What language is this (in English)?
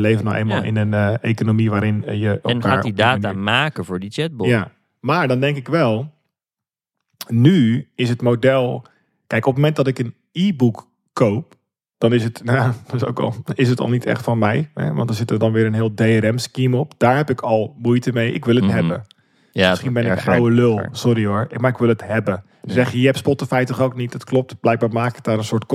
Dutch